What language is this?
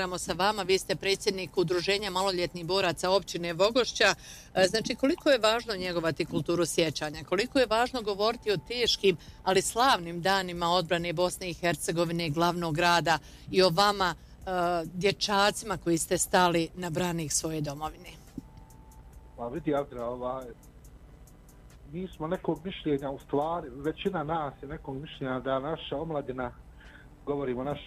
Bosnian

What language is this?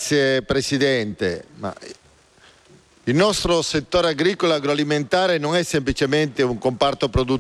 Italian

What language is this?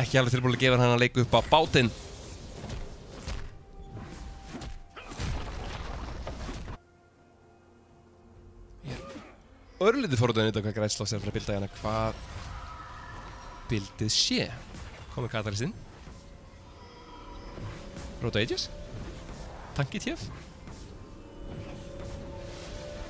Icelandic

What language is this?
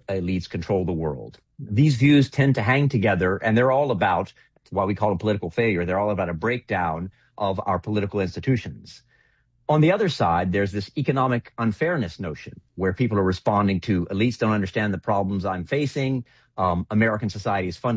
English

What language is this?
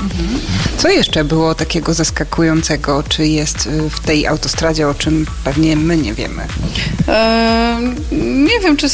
Polish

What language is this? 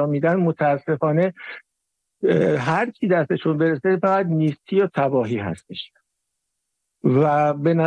Persian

